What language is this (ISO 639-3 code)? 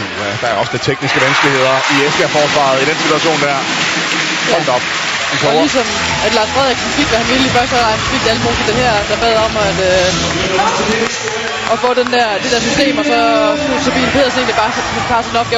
dan